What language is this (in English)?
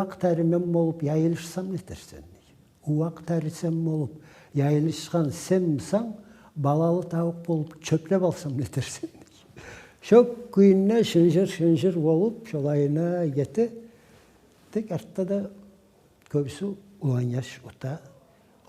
Kumyk